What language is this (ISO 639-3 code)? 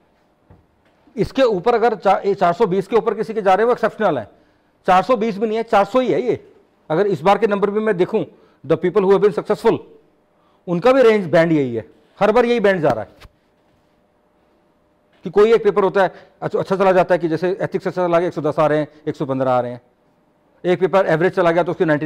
hin